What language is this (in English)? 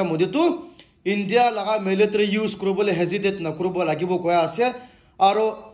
Naga Pidgin